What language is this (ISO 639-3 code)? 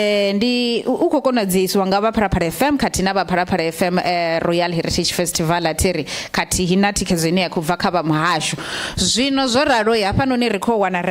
ven